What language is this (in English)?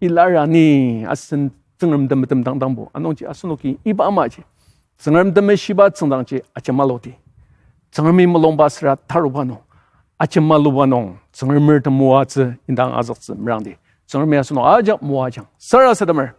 Ao Naga